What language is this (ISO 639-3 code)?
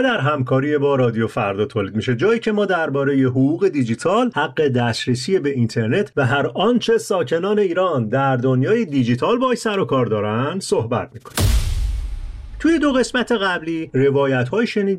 fas